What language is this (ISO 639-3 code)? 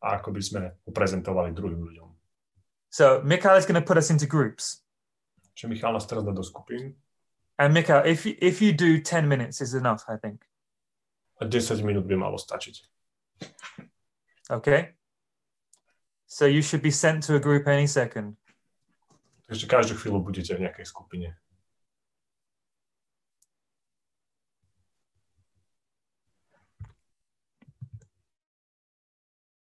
slk